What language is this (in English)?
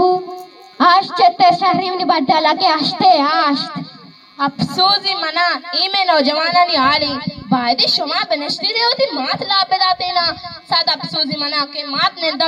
Eastern Balochi